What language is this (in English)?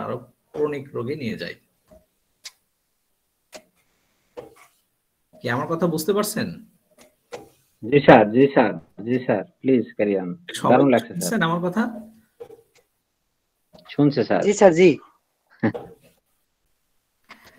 Bangla